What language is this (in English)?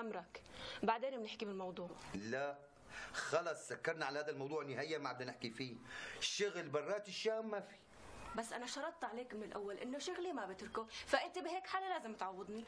North Levantine Arabic